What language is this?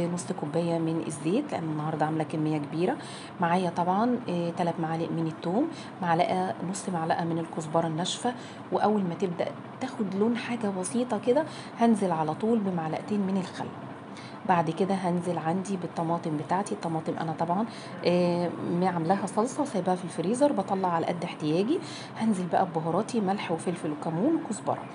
Egyptian Arabic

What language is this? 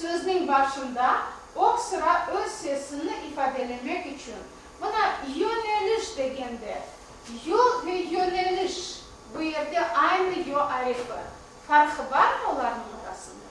Crimean Tatar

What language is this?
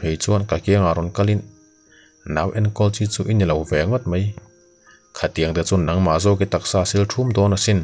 Mizo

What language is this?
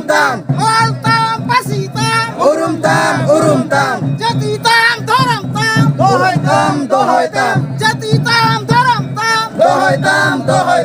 Santali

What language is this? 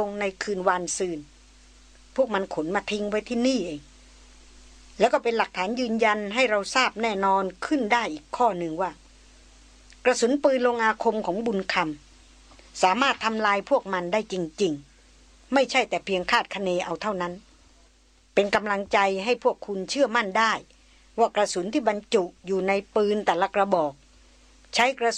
Thai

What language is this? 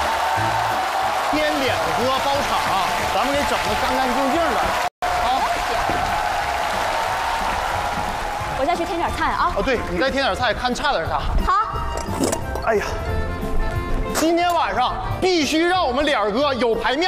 Chinese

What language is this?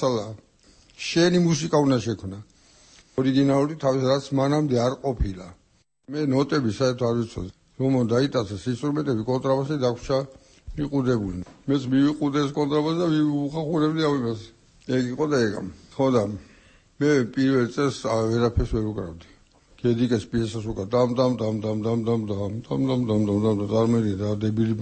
Georgian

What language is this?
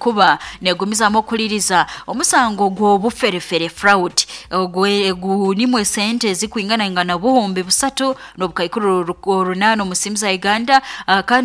Nyoro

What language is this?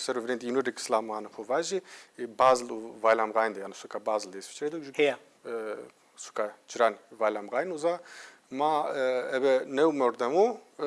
Zaza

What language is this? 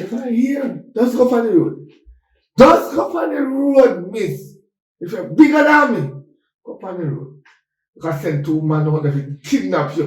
Jamaican Creole English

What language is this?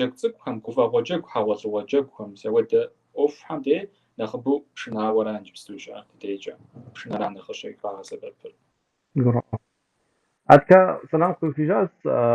Kabardian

